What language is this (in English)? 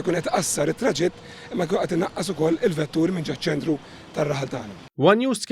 Maltese